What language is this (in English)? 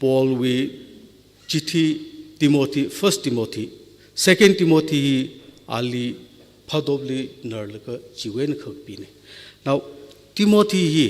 Tangkhul Naga (India)